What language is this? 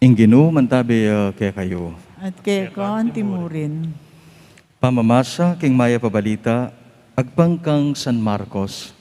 Pampanga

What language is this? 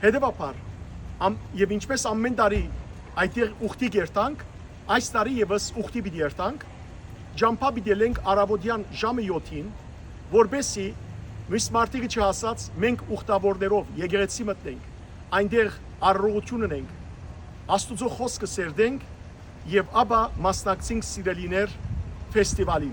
Western Armenian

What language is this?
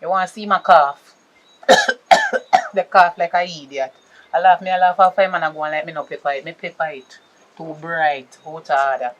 Jamaican Creole English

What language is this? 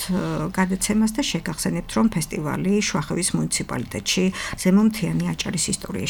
Georgian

